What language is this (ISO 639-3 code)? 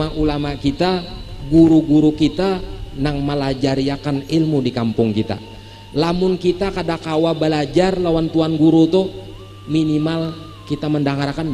bjn